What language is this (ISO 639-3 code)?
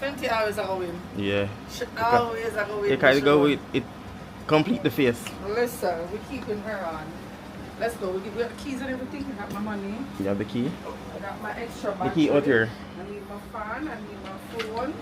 jam